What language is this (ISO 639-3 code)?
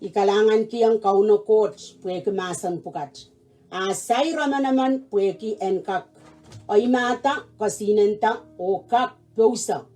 pon